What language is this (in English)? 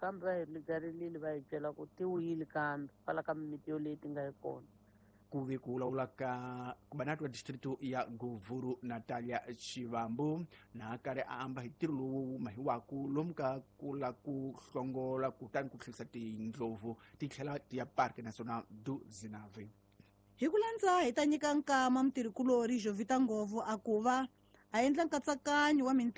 Tsonga